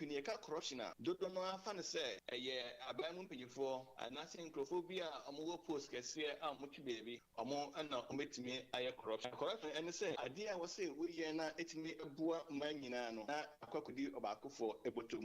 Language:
Akan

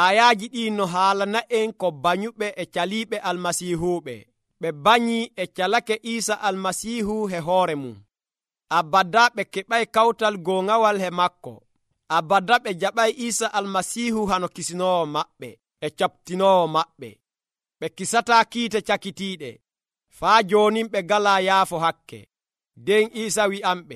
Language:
Nigerian Fulfulde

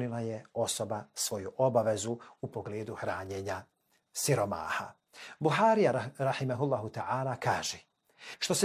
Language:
Bosnian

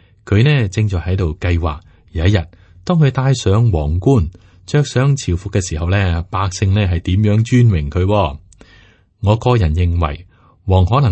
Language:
Cantonese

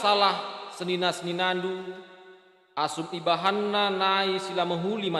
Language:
Batak Karo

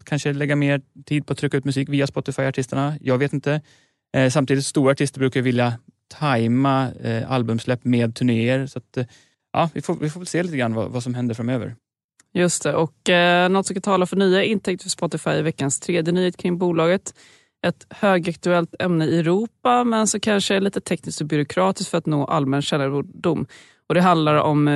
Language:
Swedish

